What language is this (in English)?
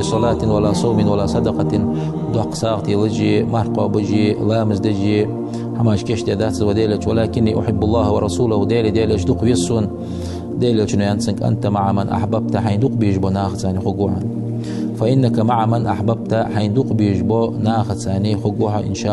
Ingush